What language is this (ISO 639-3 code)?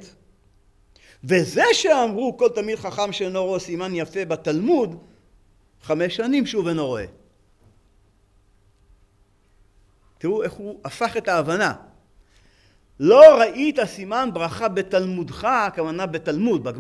heb